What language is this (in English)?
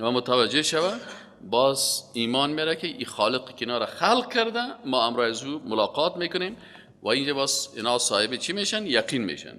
Persian